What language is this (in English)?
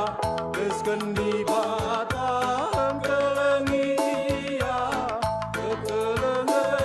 Batak Karo